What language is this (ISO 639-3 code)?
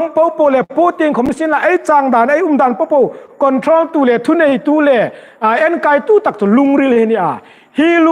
hmr